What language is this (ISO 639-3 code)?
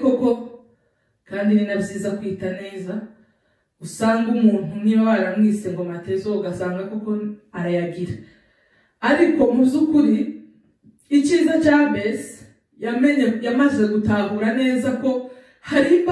kin